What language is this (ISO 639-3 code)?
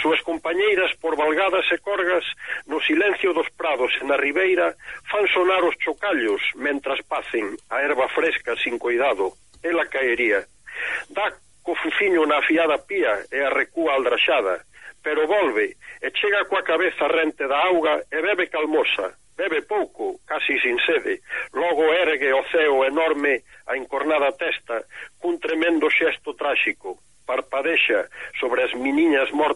glg